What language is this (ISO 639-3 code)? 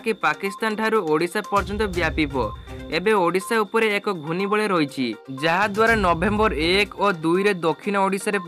ori